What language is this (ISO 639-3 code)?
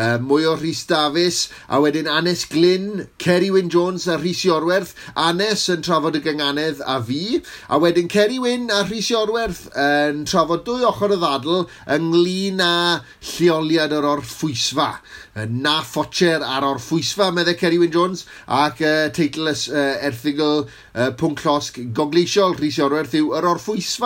cym